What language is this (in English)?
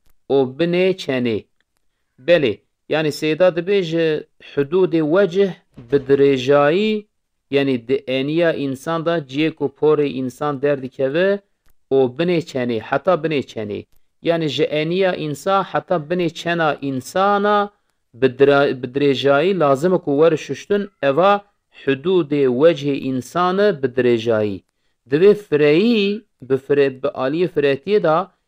Kurdish